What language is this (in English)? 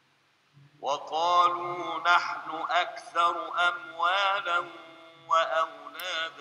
Arabic